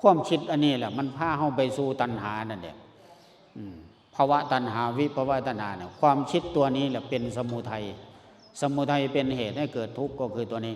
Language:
Lao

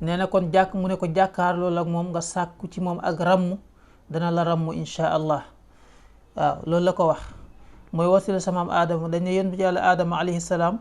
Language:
Wolof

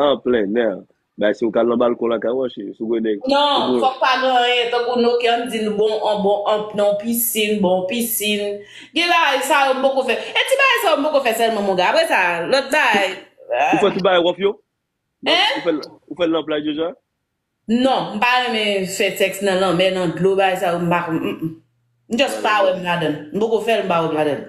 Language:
Haitian Creole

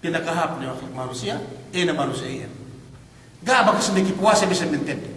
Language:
Yakan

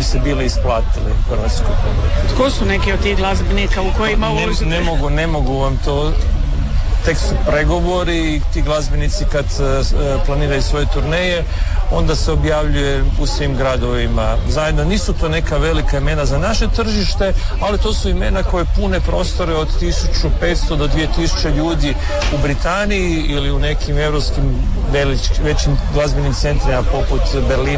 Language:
Croatian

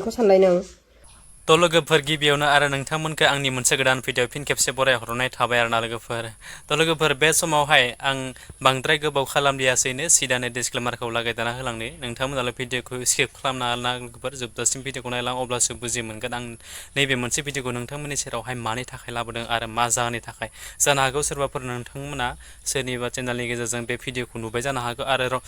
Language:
Bodo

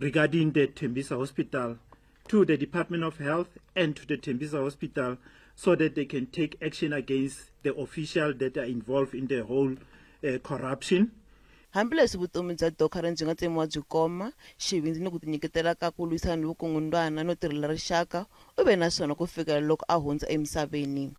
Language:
Tsonga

